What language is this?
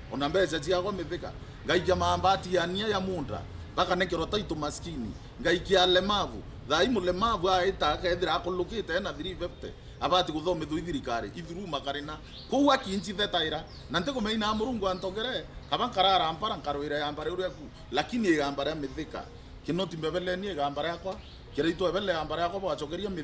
Meru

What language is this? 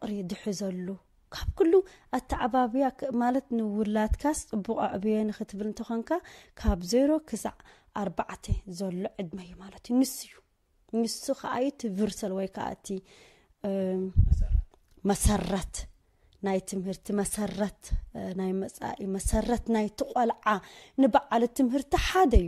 Tigrinya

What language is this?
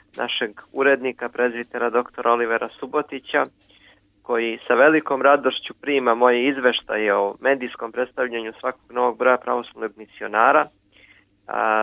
Serbian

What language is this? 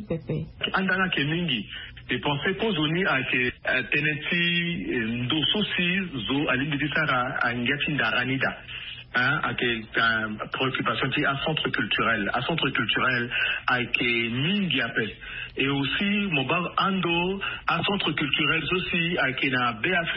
Sango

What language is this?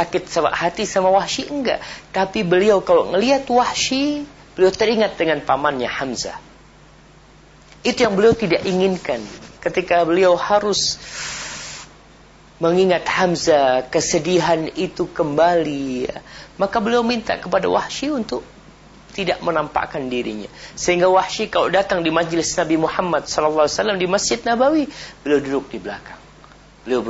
Indonesian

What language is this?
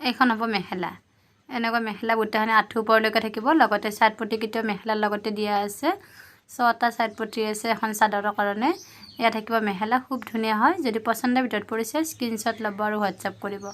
Assamese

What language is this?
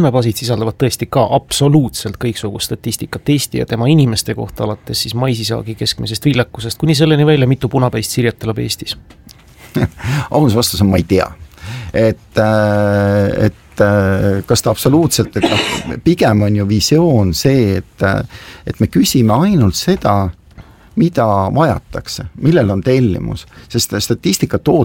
Estonian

